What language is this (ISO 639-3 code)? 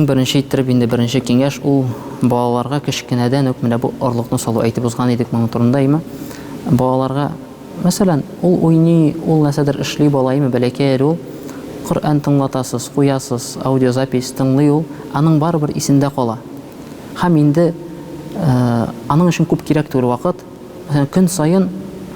tat